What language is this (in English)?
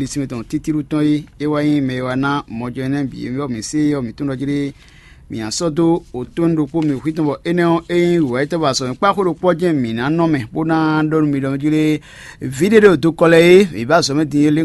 Fon